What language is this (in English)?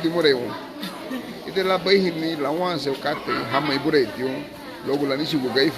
Garifuna